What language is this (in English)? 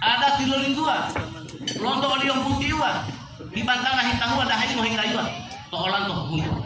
Gorontalo